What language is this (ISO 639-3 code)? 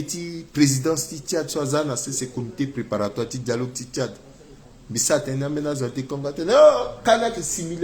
sag